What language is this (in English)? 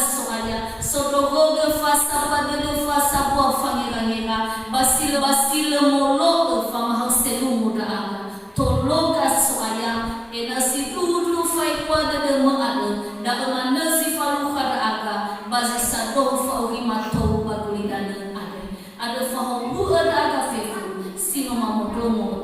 Nias